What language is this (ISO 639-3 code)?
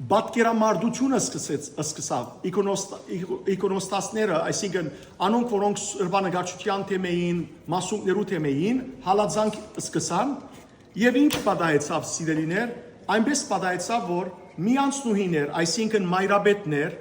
hyw